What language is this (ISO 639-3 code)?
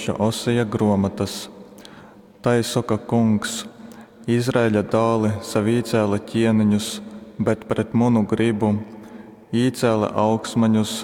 ltg